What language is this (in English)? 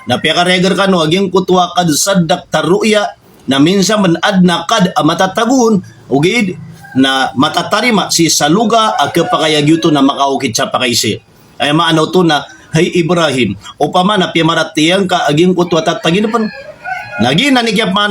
Maranao